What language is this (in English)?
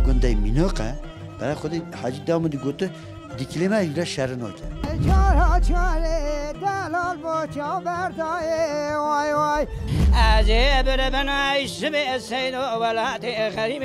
Kurdish